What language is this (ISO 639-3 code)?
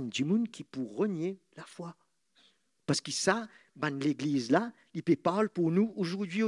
mfe